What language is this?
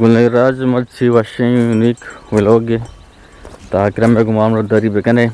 Eastern Balochi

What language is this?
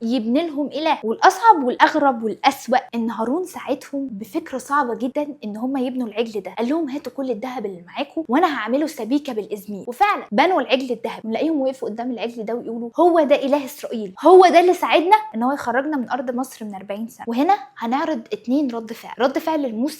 Egyptian Arabic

